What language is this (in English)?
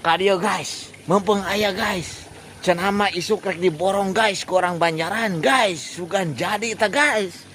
Sundanese